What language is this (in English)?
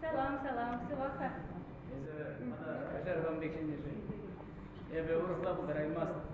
Chuvash